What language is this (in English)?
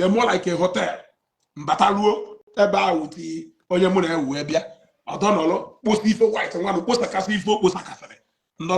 Igbo